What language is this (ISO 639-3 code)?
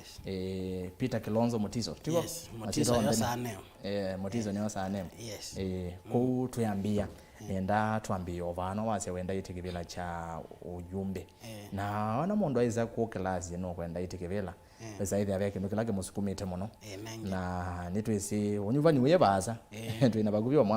kam